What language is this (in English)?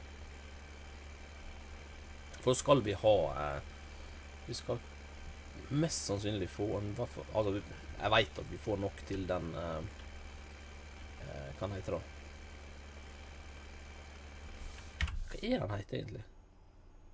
Norwegian